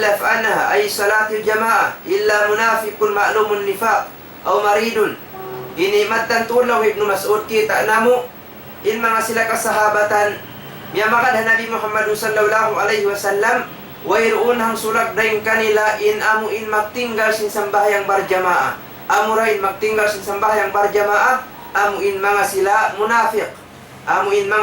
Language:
Tausug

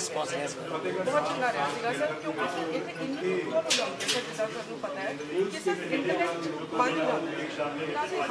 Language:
Punjabi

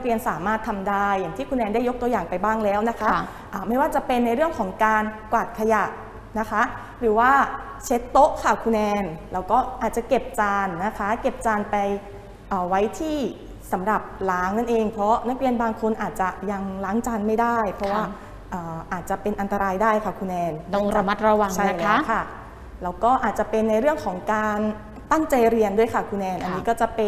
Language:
Thai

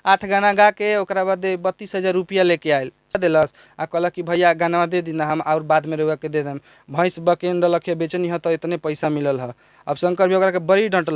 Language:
Bhojpuri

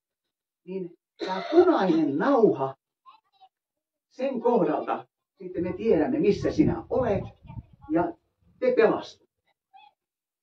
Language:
Finnish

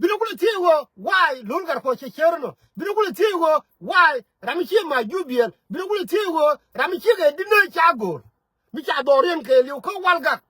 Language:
Nuer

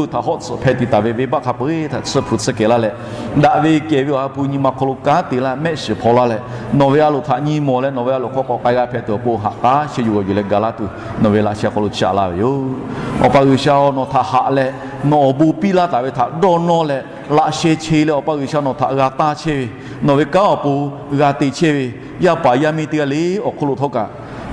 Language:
Lahu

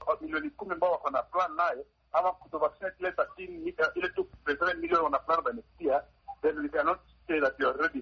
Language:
Swahili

